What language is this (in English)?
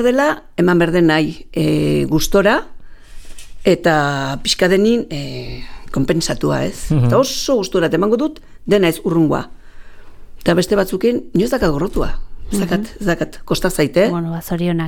Basque